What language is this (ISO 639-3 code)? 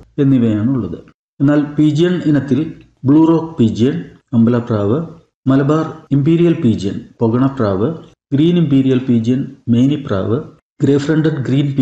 mal